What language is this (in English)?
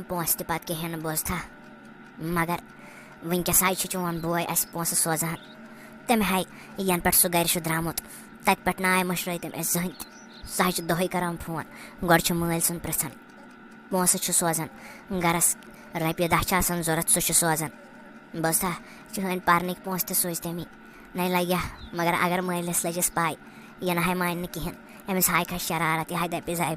Kashmiri